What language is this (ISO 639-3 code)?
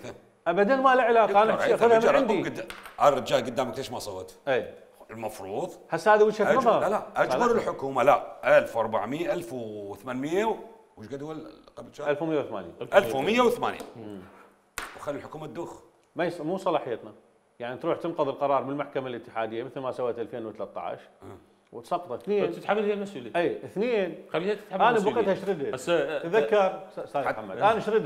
acm